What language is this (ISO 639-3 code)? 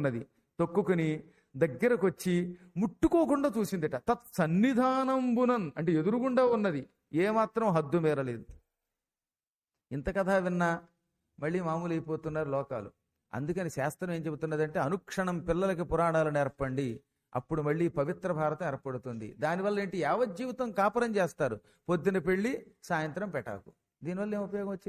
tel